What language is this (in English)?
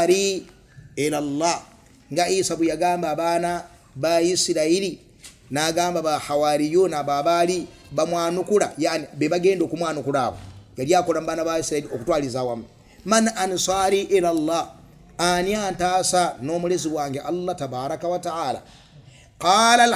Ganda